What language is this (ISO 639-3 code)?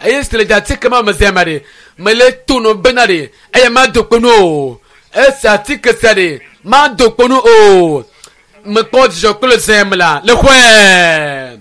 ewe